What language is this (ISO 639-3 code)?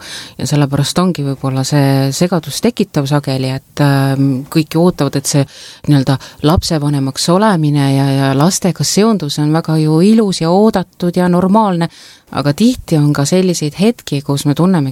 est